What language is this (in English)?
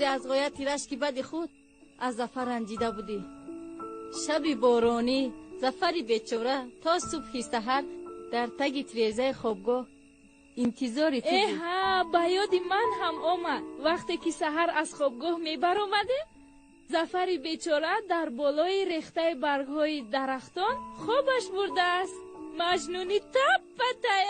Tajik